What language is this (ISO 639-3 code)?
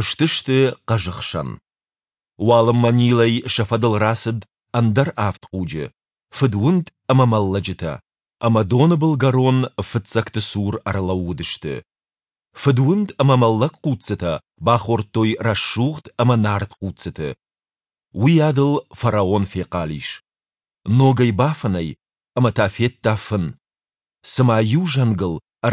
oss